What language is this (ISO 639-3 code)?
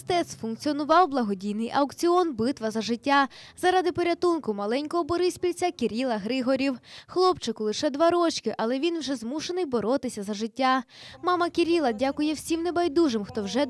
ukr